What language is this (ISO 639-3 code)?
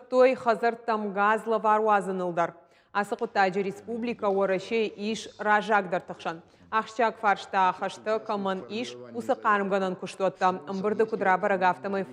oss